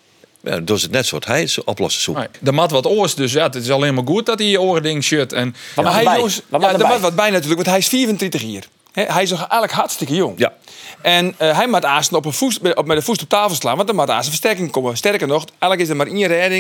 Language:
Western Frisian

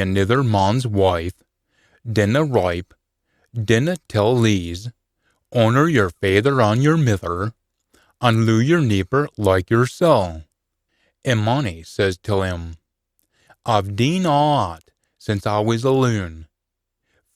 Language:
Scots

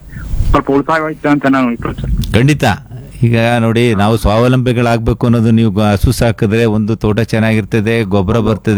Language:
Kannada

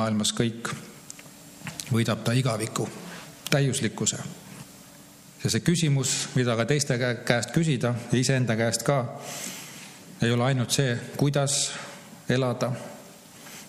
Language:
Estonian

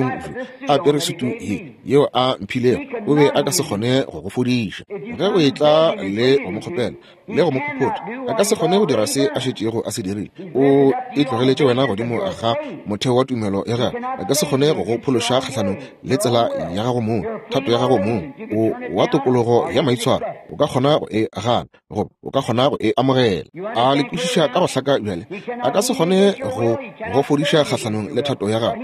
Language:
Northern Sotho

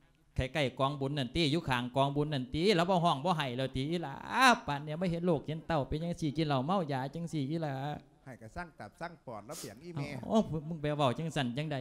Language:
Lao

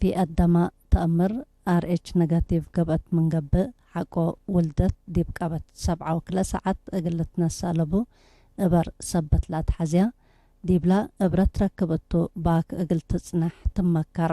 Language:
Tigre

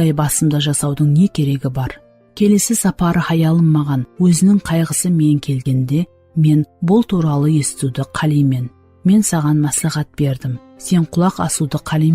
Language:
Kara-Kalpak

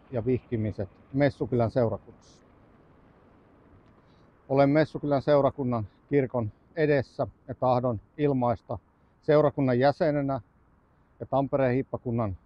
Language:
Finnish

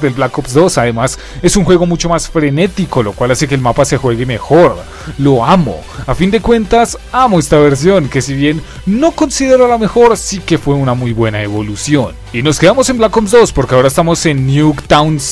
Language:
Spanish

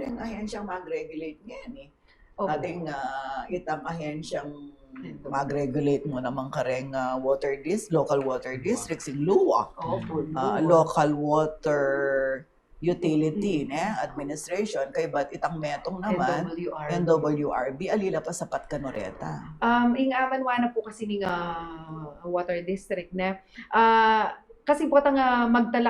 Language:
Pampanga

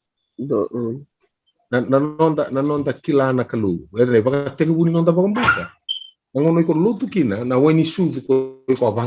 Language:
Fijian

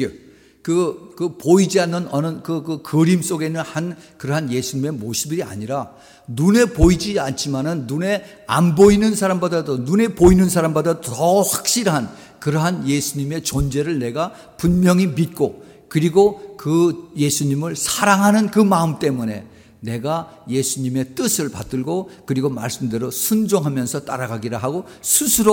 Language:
Korean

